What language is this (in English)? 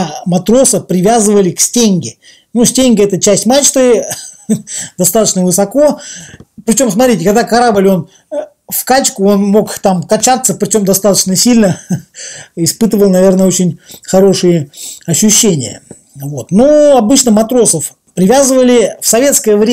Russian